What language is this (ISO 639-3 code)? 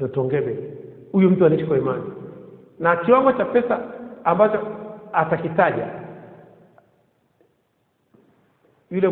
swa